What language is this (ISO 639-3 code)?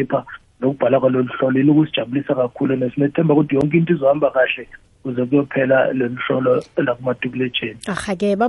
nbl